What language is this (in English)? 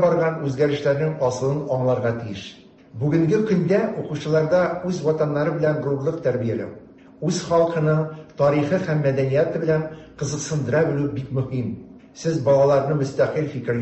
Tatar